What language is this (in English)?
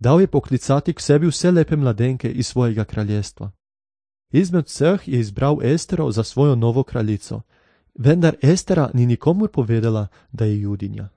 Slovenian